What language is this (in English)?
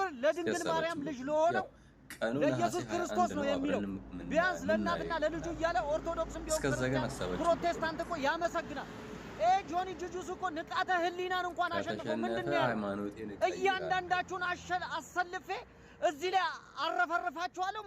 Amharic